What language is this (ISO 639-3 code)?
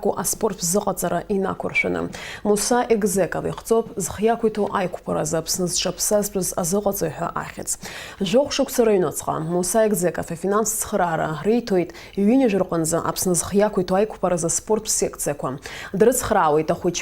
abk